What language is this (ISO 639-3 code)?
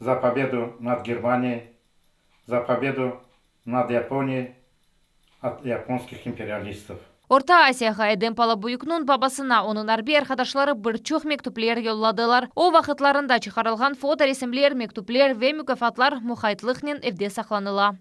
crh